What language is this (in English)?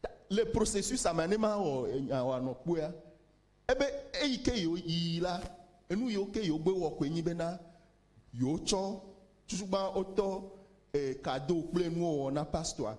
Ewe